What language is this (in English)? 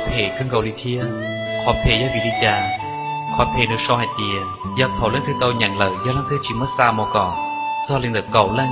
Hmong